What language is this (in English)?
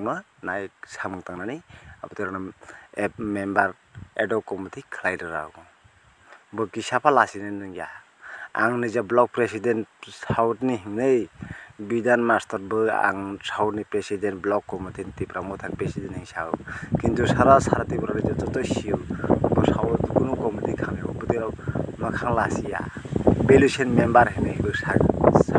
Riang (India)